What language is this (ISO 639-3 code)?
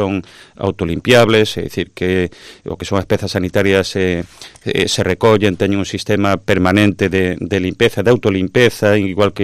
glg